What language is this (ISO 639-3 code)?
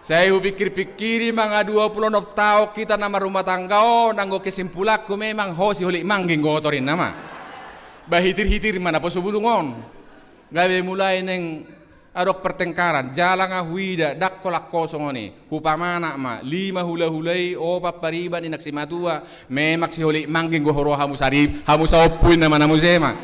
bbc